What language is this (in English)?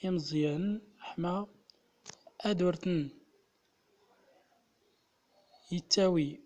Central Atlas Tamazight